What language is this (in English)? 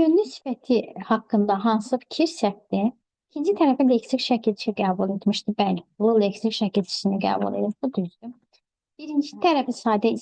Azerbaijani